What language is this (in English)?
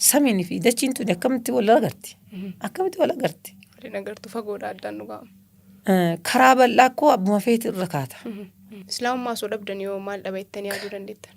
Oromo